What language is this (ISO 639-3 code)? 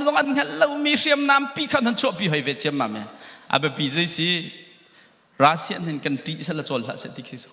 cnh